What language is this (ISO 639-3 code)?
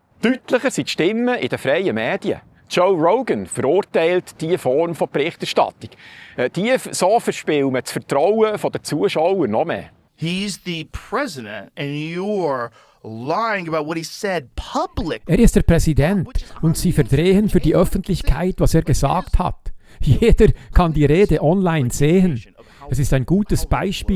gsw